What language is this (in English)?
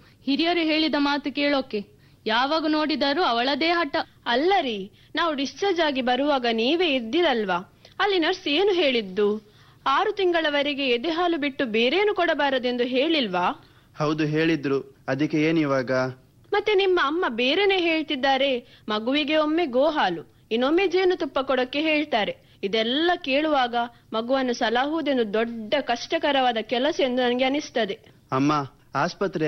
Kannada